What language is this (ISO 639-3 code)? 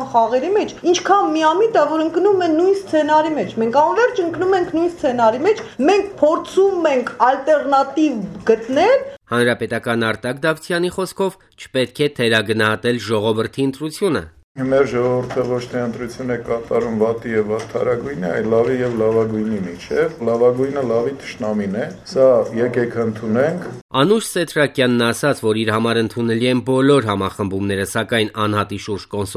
hye